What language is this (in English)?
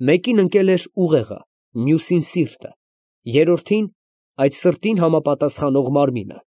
Armenian